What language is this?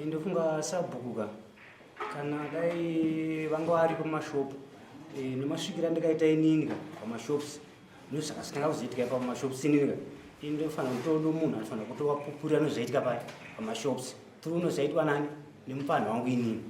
Shona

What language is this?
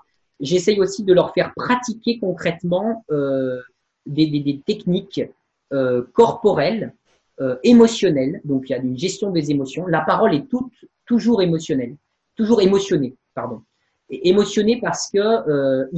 French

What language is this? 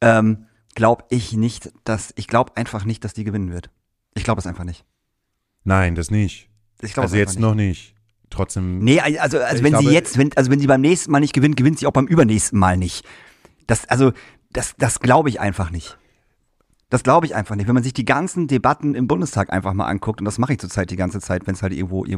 German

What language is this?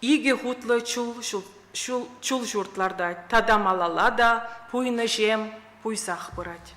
Chuvash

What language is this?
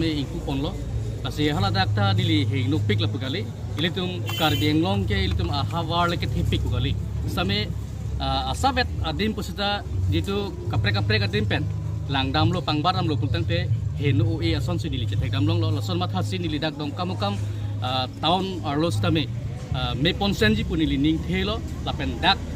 Karbi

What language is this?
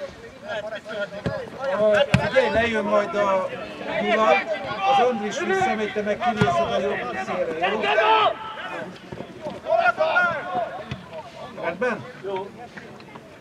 Hungarian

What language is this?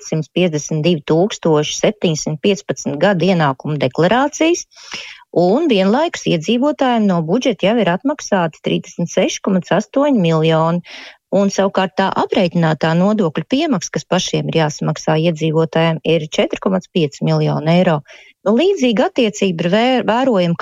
Latvian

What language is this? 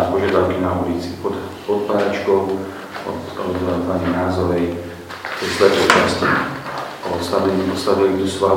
Slovak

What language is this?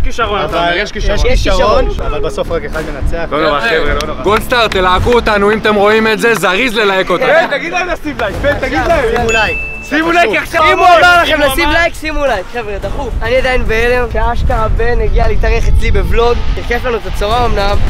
Hebrew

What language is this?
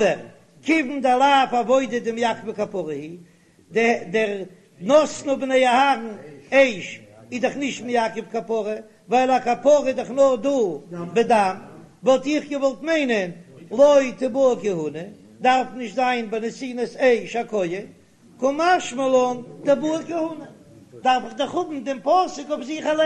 Yiddish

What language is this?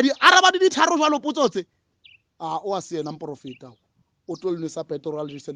Southern Sotho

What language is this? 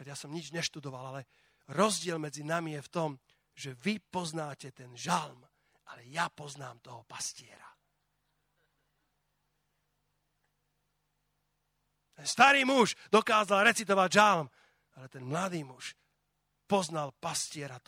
Slovak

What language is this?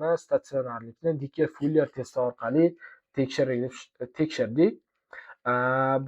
Uzbek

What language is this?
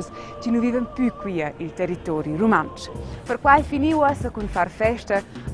Romansh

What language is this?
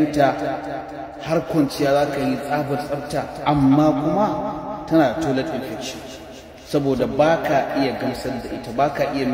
Hausa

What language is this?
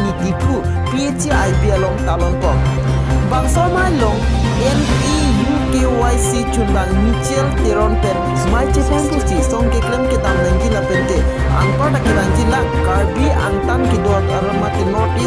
Karbi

